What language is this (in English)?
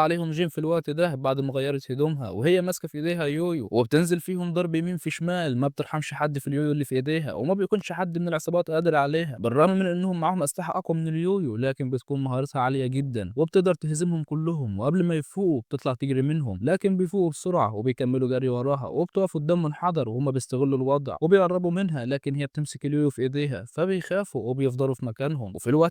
Egyptian Arabic